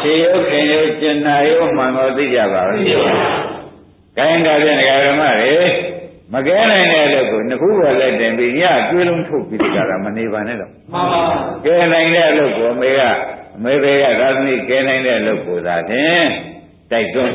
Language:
Burmese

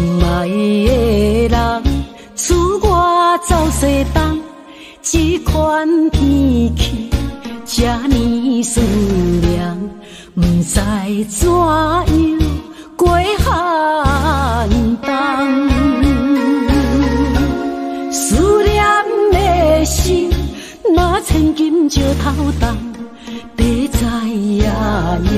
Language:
Min Nan Chinese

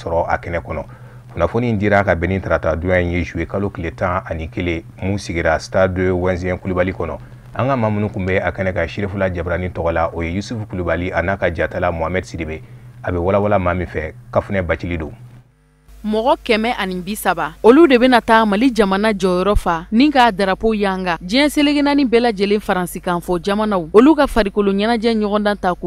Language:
Bambara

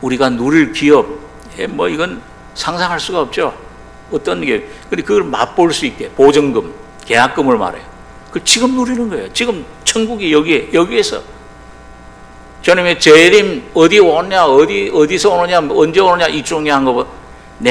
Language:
Korean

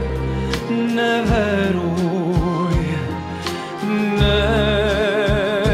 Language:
Serbian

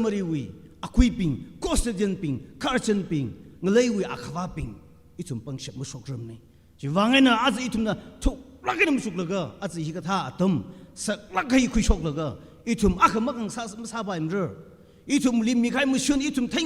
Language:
Tangkhul Naga (India)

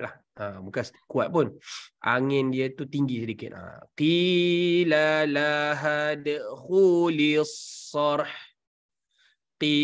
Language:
Malay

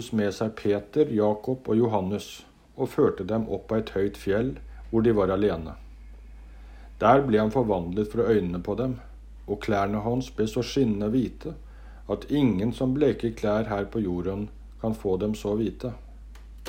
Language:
Norwegian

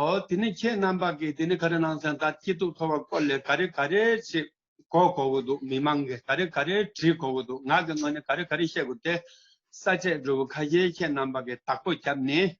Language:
Tibetan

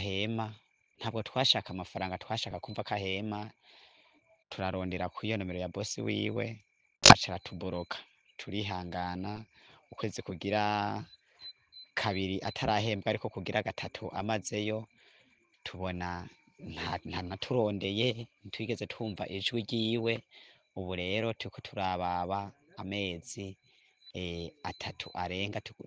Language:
Rundi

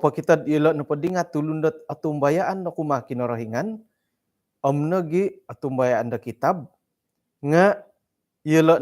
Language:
Central Dusun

